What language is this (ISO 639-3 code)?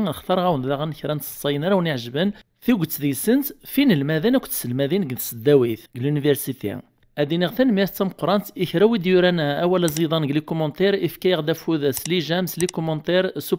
kab